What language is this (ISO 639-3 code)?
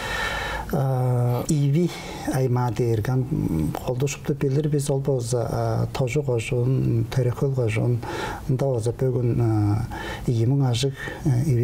tyv